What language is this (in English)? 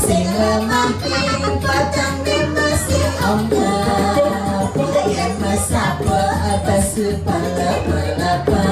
Balinese